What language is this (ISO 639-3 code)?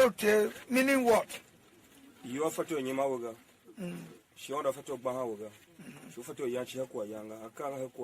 tiv